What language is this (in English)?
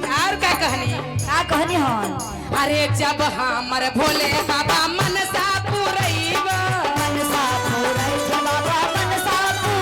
Magahi